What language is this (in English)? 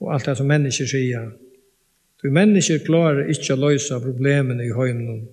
Faroese